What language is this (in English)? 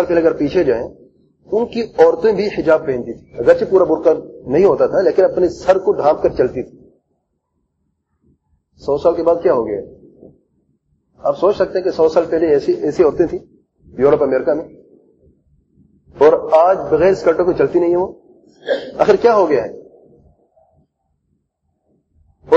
Urdu